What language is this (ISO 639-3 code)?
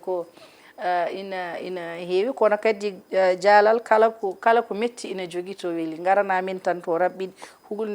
ful